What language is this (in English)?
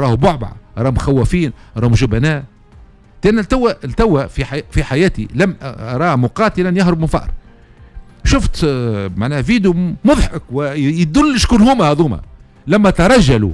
Tunisian Arabic